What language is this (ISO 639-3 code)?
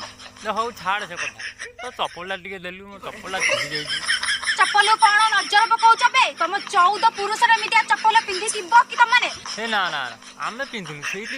ori